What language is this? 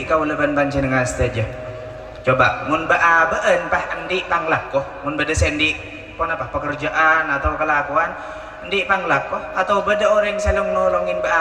Madurese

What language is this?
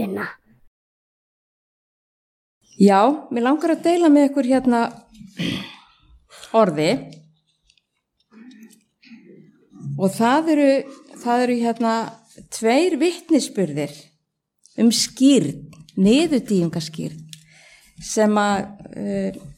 Icelandic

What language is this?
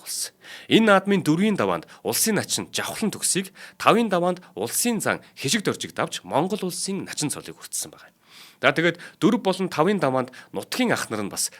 Mongolian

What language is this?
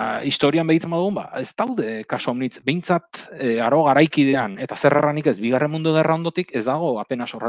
Basque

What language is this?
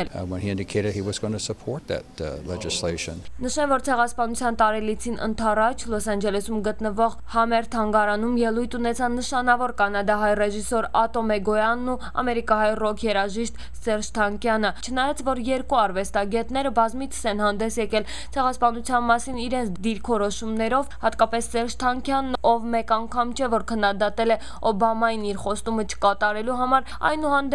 Armenian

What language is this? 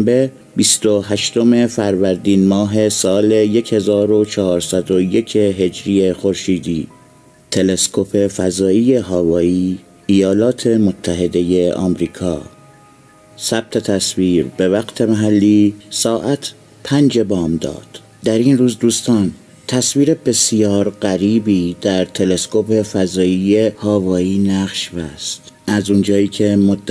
Persian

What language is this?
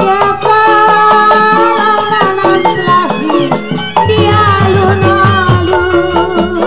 Betawi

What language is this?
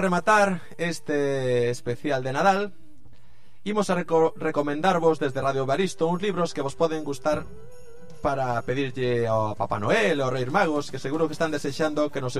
Galician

